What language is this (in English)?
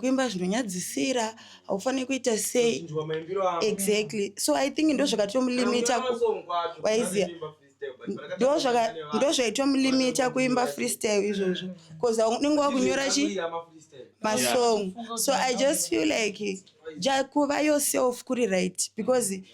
Shona